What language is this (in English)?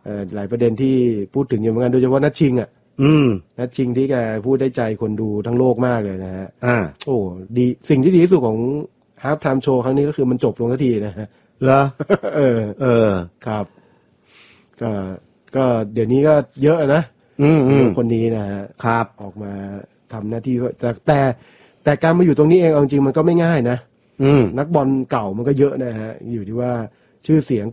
Thai